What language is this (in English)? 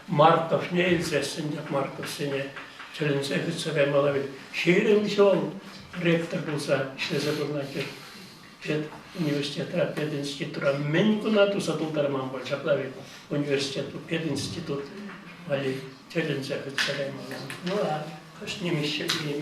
Chuvash